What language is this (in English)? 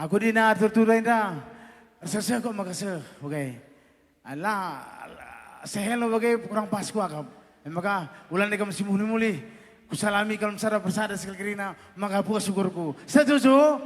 Batak Karo